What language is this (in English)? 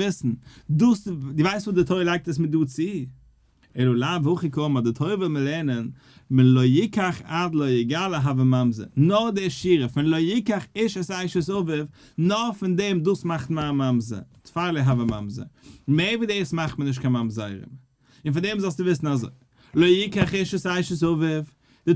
Yiddish